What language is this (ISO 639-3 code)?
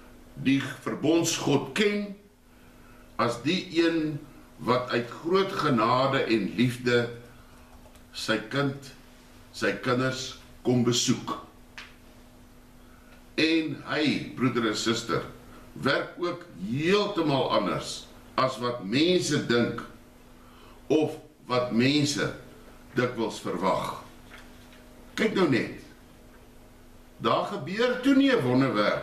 afr